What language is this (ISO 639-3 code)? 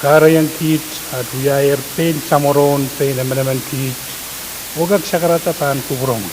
pon